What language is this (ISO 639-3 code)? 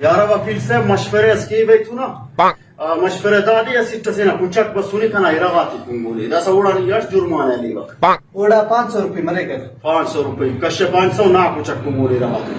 brh